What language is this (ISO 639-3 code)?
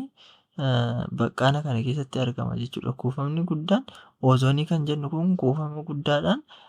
orm